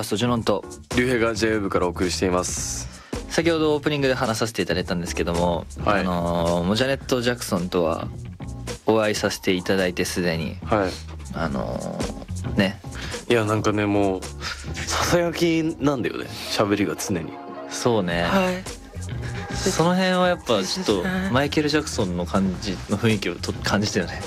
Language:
Japanese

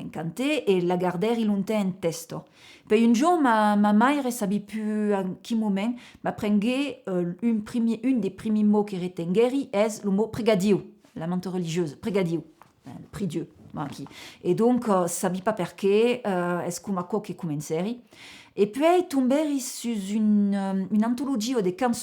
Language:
Occitan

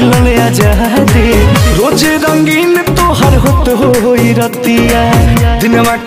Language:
Bhojpuri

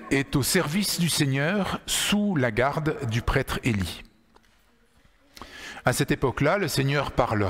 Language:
French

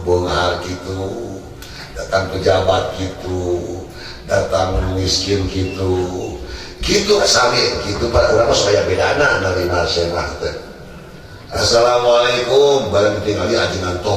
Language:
Sundanese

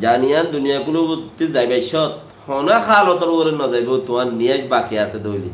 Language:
Rohingya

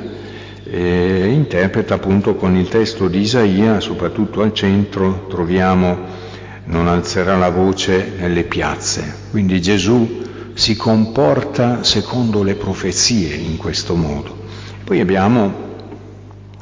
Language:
Italian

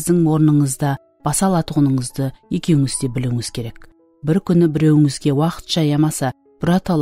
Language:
Kara-Kalpak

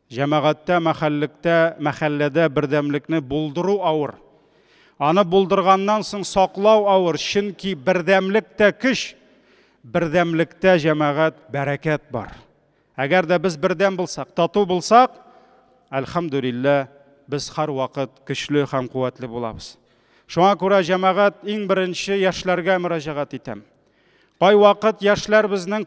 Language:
Tatar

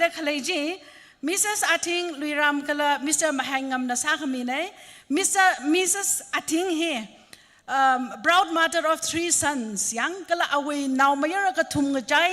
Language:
Tangkhul Naga (India)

